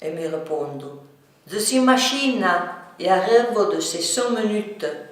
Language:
Arpitan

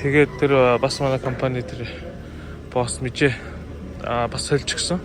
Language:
Mongolian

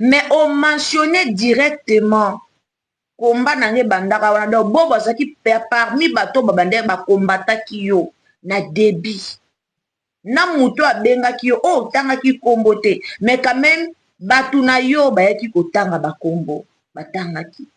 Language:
Lingala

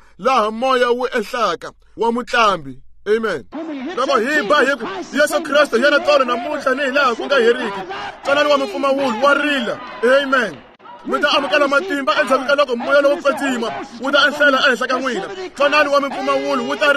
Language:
Tsonga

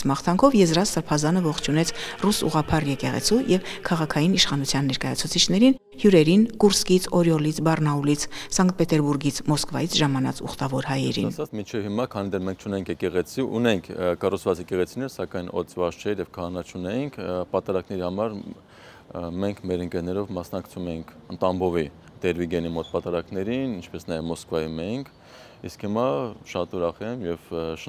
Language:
Armenian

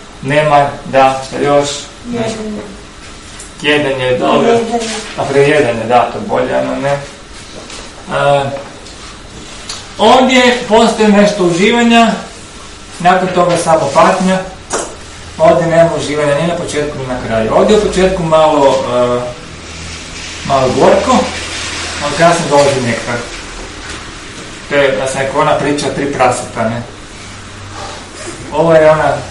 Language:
Croatian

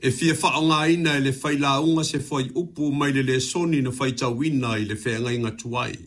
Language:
Samoan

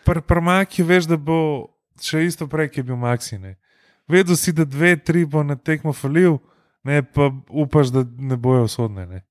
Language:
Slovenian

